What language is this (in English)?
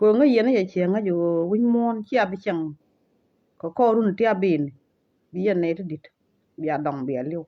Nuer